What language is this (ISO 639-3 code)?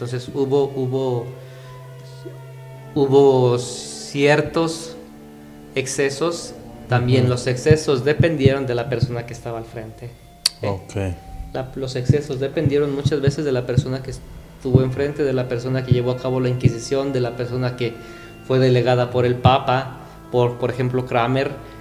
spa